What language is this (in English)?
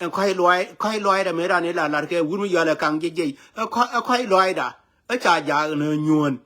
Nuer